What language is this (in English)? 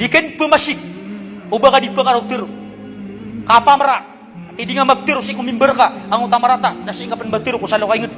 Maranao